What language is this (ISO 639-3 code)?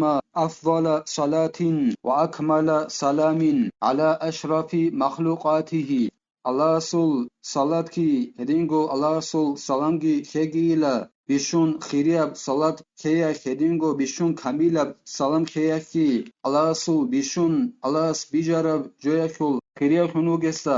ava